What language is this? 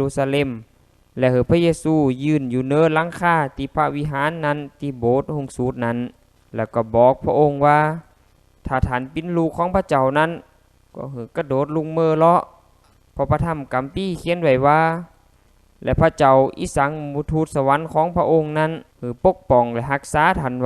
Lao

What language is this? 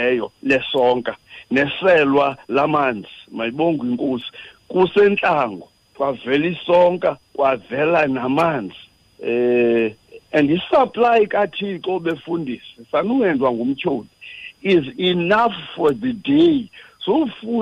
Xhosa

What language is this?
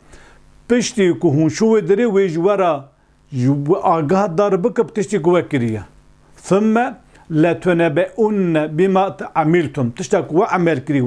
Kurdish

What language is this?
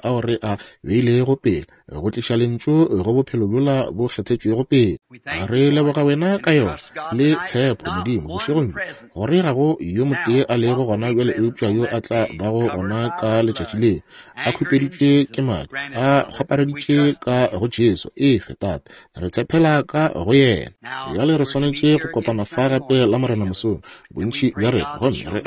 Northern Sotho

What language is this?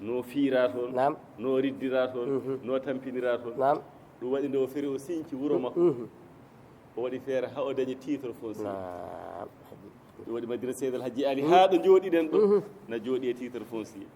Fula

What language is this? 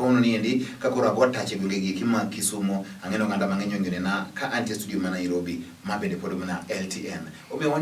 Luo (Kenya and Tanzania)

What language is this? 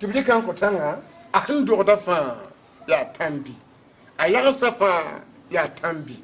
Mossi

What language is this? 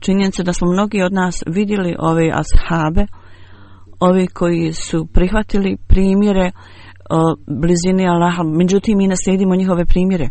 Bosnian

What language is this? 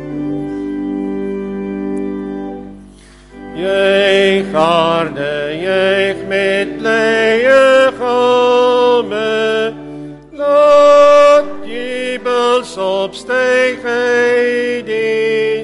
Afrikaans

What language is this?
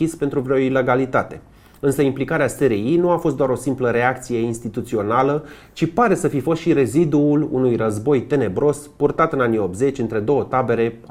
Romanian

